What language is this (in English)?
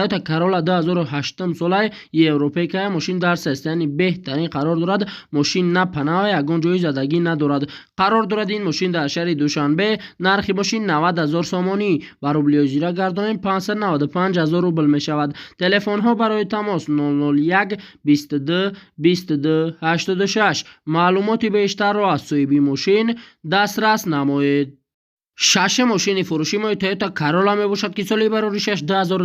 Tajik